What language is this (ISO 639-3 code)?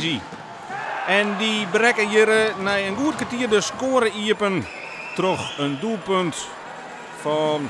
fry